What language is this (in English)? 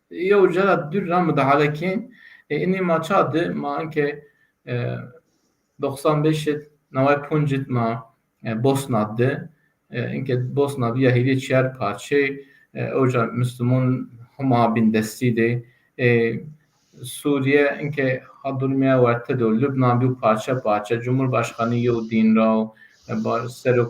Zaza